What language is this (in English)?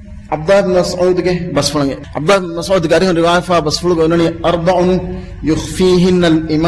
Divehi